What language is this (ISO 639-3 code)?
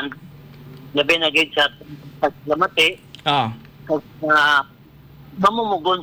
hil